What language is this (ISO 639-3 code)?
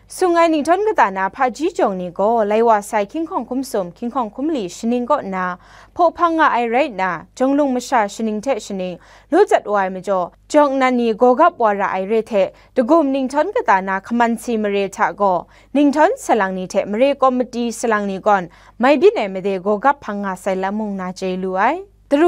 kac